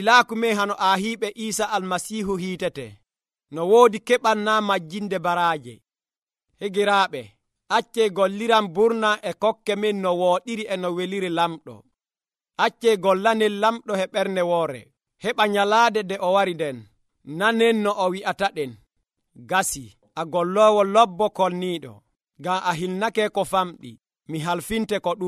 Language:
Nigerian Fulfulde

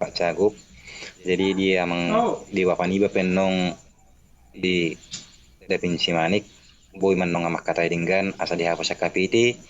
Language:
Batak Toba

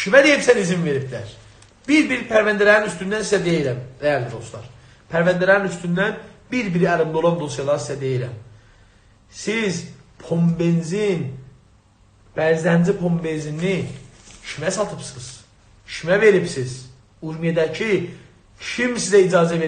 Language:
South Azerbaijani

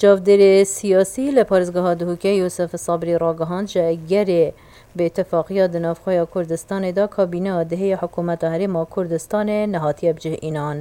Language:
Kurdish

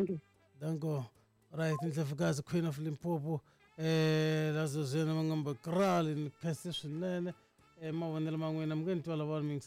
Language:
Tsonga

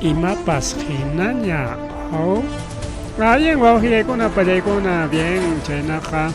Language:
Ayacucho Quechua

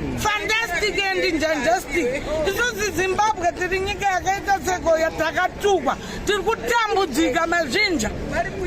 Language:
Shona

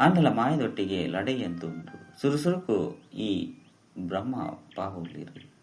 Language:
Tulu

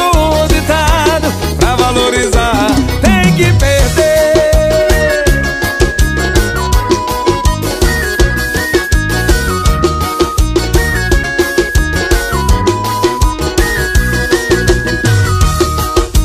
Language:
Portuguese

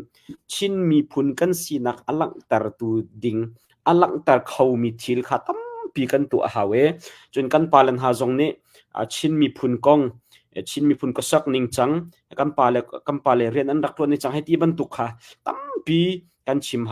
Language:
Hakha Chin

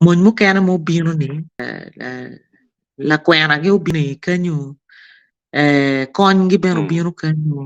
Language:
Acoli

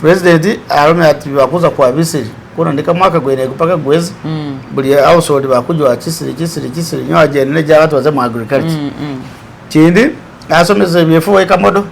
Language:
Masaaba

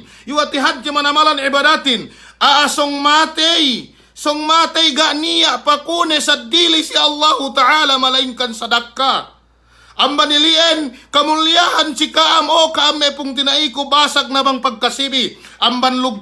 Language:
Yakan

